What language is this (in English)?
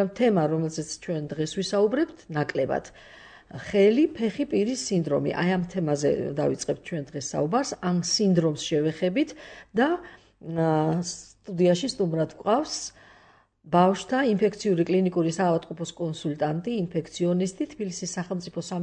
Georgian